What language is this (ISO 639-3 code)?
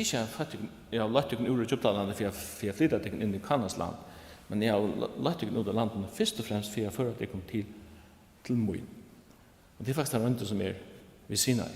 fao